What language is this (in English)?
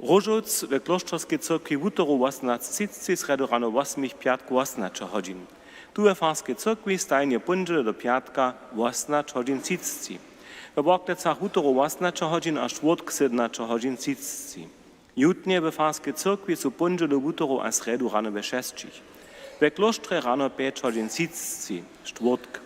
Upper Sorbian